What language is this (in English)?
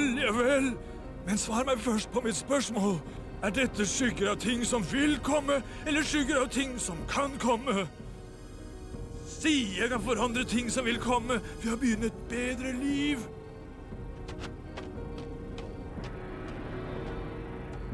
Norwegian